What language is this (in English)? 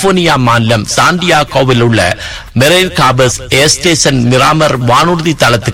Tamil